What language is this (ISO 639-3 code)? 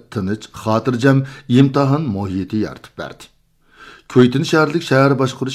uig